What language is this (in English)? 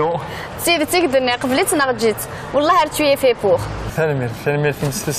Kabyle